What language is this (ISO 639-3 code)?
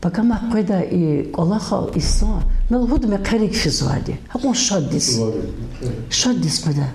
lez